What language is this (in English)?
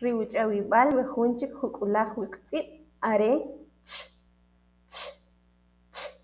Kʼicheʼ